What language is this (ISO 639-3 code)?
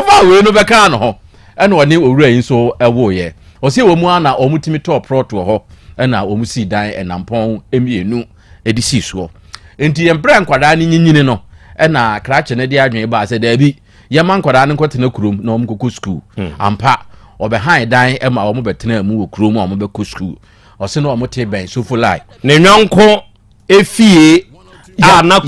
aka